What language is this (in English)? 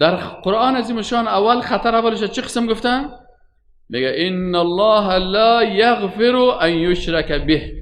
Persian